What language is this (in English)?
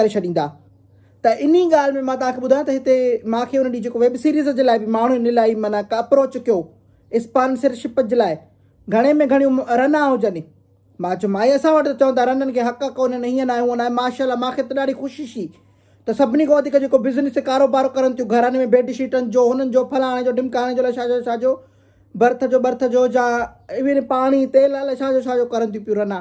Sindhi